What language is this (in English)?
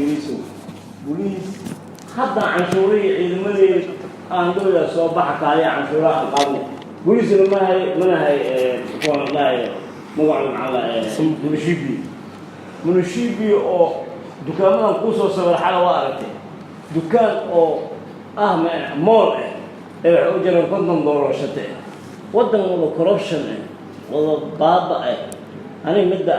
Somali